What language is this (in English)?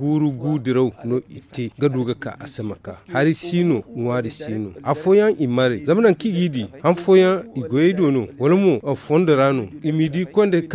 Zarma